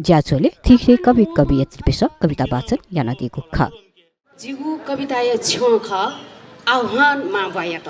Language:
Newari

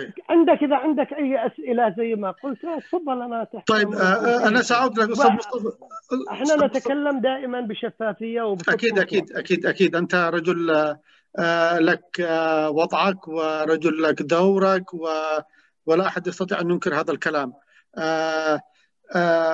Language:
Arabic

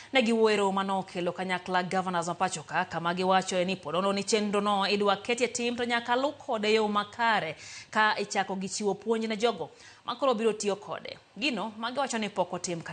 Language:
Luo (Kenya and Tanzania)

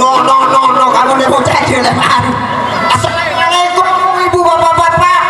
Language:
Sasak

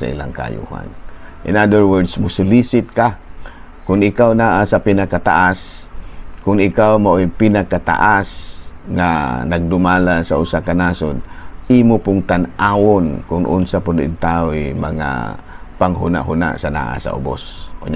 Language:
Cebuano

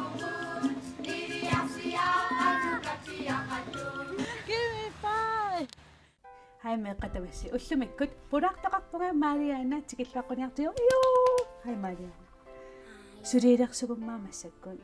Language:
Kalaallisut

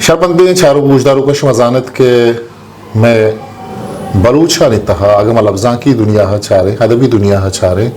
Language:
Eastern Balochi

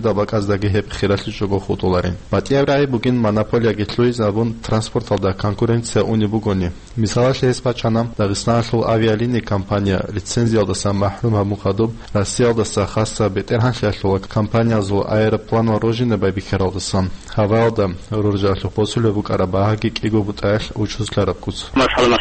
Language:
Avaric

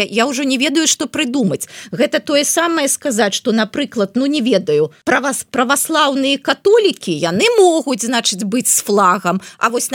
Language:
Belarusian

